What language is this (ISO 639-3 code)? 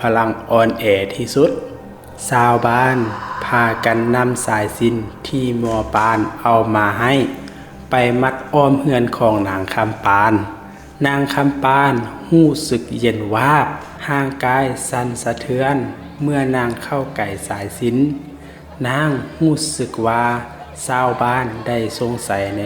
lao